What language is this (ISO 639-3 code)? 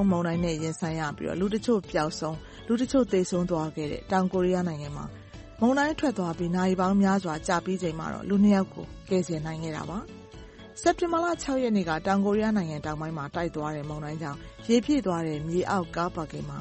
mya